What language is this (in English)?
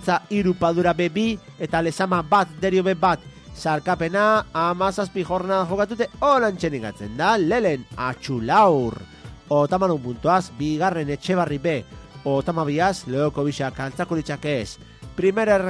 Basque